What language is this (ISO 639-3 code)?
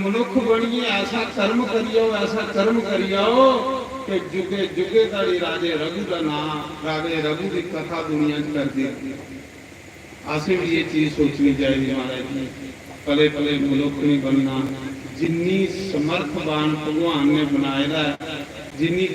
doi